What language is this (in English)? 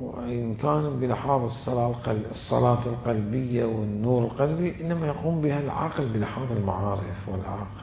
Mesopotamian Arabic